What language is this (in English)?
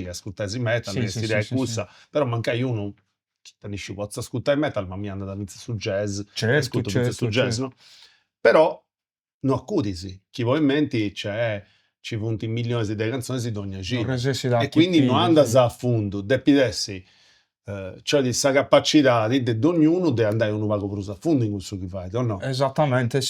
Sardinian